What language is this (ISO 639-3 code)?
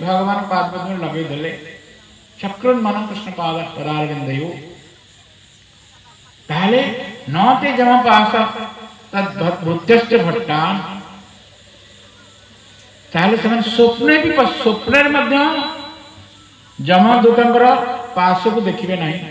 ori